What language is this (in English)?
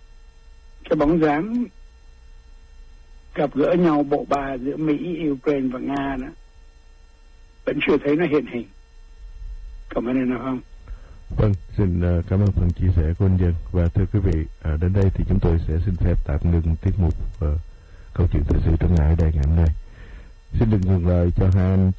Vietnamese